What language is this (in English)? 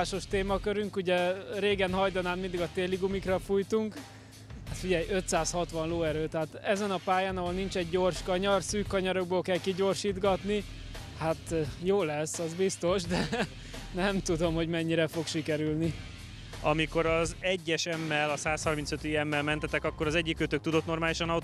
Hungarian